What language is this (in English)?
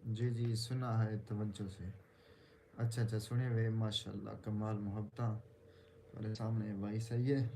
Saraiki